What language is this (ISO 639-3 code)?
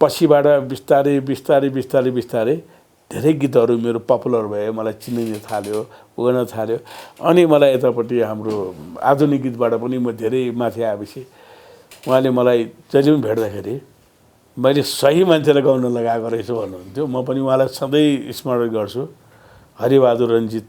nep